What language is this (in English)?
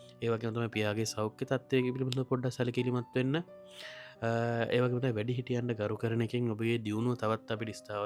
Sinhala